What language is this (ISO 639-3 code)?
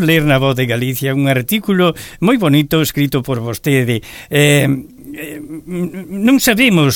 glg